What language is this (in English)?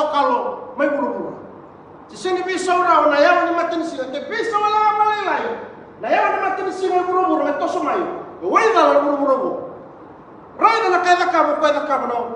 Fijian